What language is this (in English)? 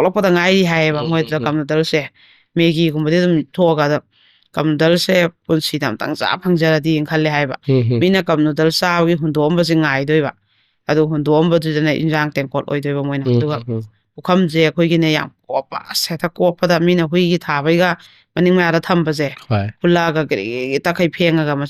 Manipuri